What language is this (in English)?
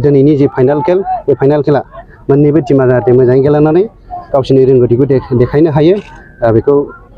Bodo